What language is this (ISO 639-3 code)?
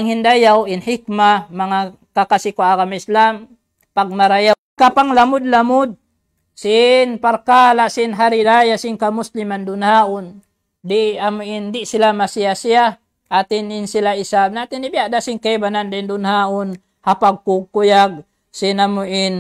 tsg